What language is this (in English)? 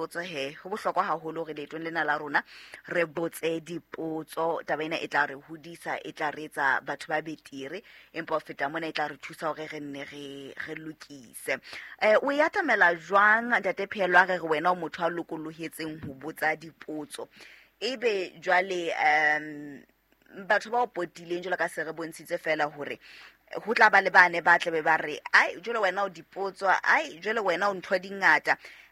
Southern Sotho